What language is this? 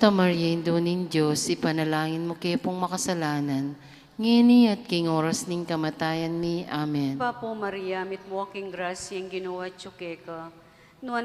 Pampanga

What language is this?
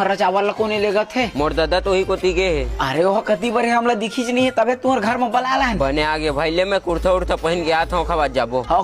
Chhattisgarhi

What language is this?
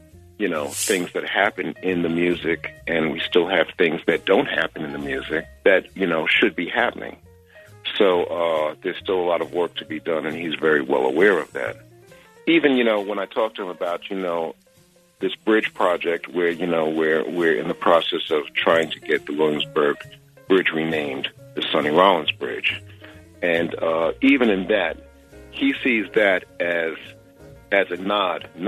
English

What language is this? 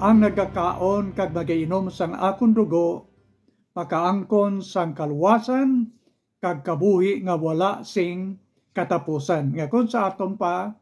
Hiligaynon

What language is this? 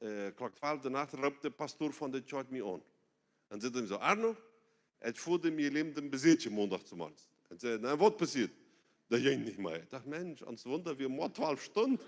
Plautdietsch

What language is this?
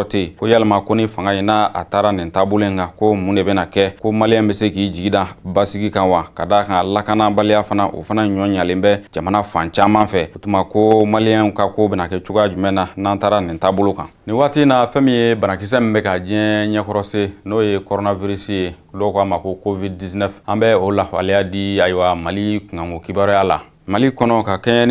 Bambara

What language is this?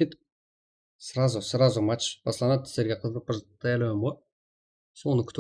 Kara-Kalpak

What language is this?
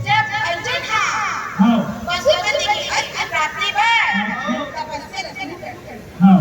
Chhattisgarhi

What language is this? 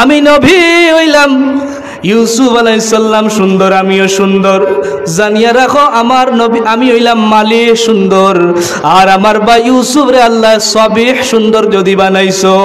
Sylheti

